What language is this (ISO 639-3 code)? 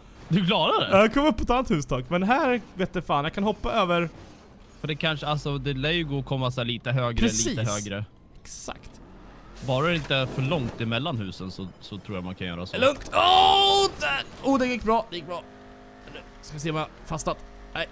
swe